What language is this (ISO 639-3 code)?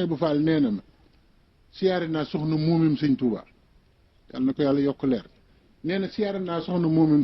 wol